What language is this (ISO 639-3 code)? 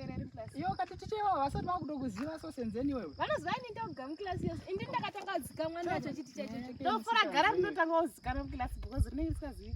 sna